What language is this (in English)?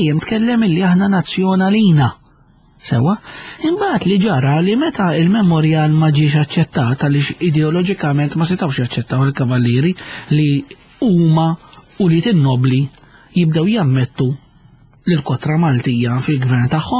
Maltese